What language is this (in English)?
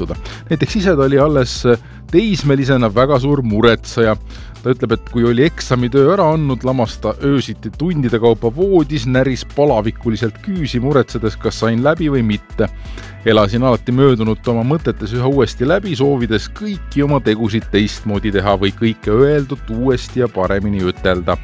Estonian